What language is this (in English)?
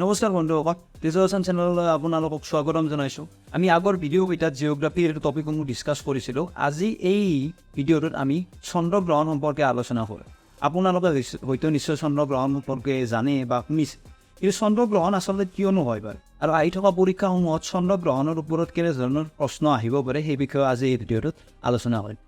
Assamese